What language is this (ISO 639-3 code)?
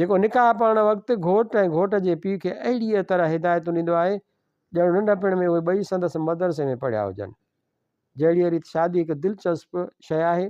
snd